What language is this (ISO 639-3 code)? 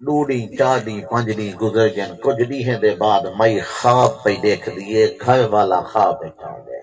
skr